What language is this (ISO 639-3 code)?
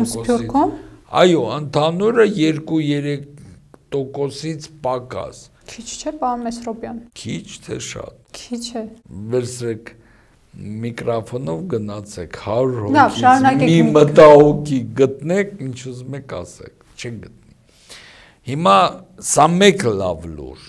hye